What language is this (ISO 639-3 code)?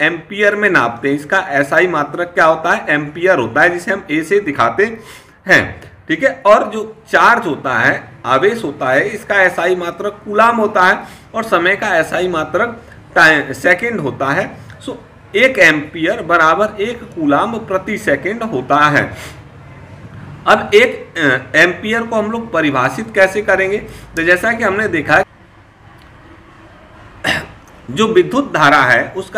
hin